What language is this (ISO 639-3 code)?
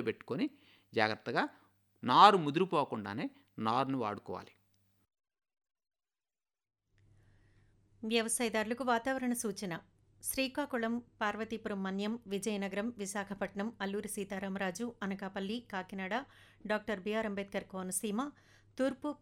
tel